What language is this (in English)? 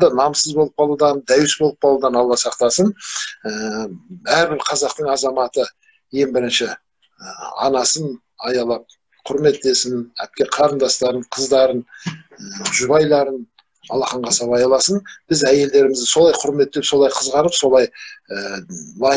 Kazakh